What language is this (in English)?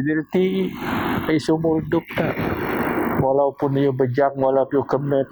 Biatah Bidayuh